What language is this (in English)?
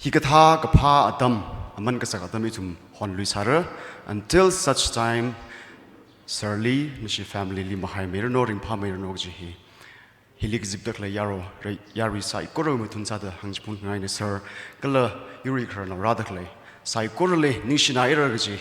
Tangkhul Naga (India)